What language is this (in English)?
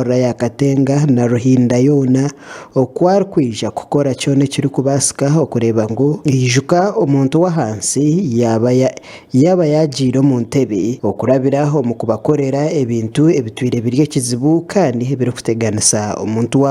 Nyankole